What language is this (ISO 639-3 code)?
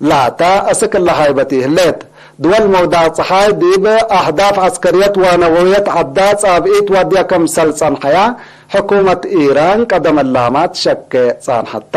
tig